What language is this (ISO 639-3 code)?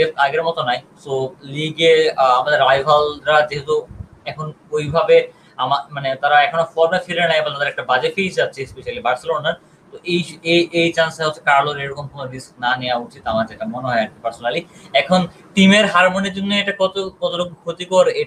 ben